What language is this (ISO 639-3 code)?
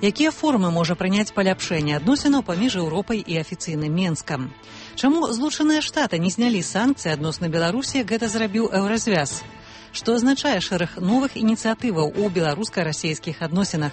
bel